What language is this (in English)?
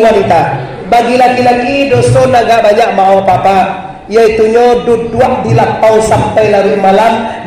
Minangkabau